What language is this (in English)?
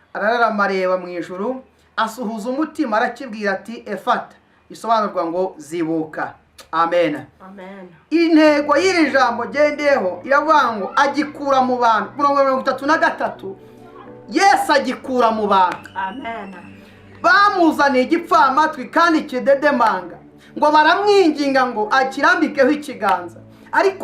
Kinyarwanda